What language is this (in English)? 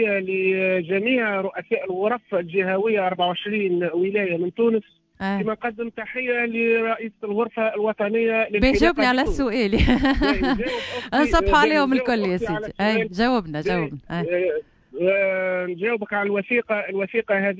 Tunisian Arabic